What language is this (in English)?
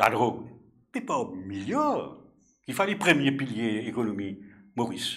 Morisyen